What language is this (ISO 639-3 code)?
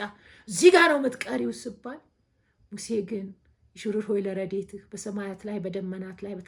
amh